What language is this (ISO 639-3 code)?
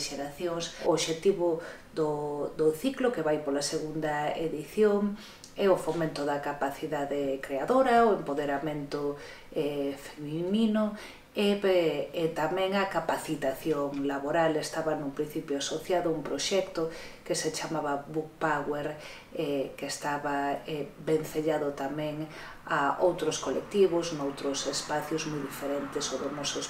glg